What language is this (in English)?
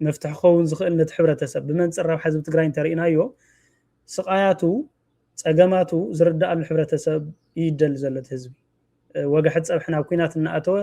Tigrinya